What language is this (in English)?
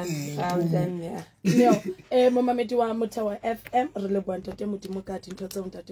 Southern Sotho